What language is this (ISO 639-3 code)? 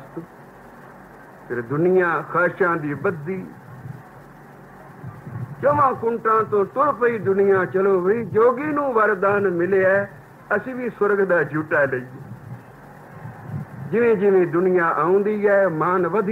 pan